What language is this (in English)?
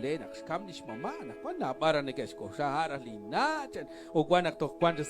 Kekchí